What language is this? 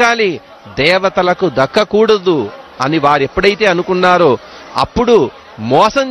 Telugu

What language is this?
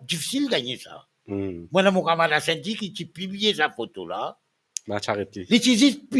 Morisyen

